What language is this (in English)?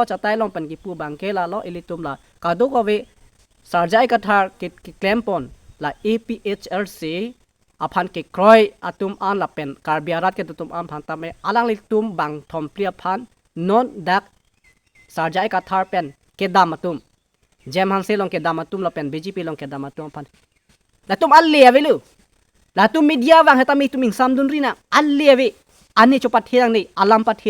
Karbi